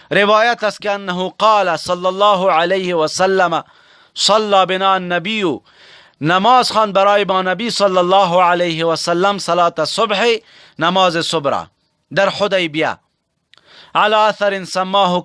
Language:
Persian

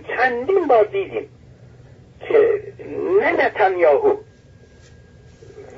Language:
Persian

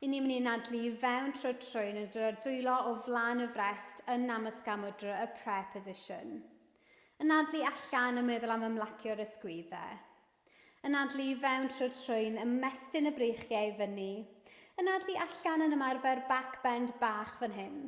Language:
Welsh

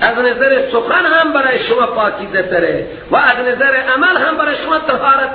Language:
Persian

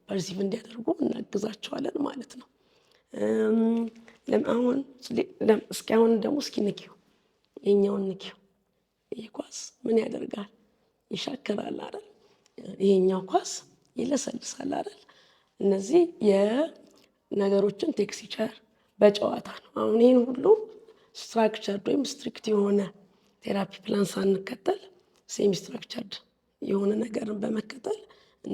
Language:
Amharic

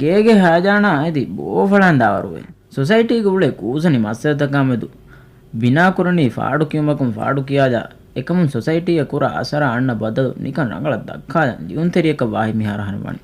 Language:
Divehi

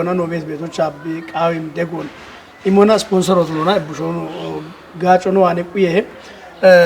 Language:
Kafa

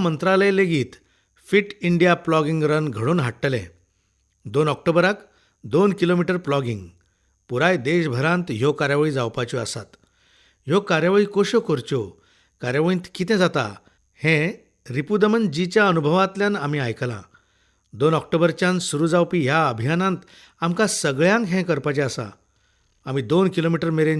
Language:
Konkani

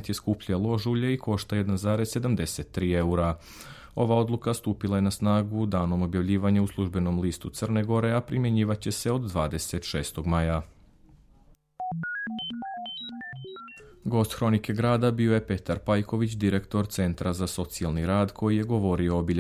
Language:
Serbian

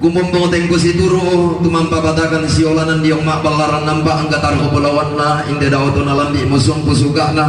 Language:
Toraja-Sa'dan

